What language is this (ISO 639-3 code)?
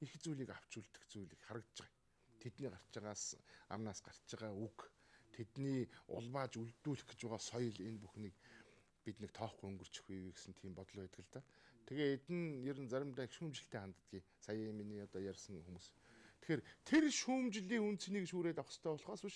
mon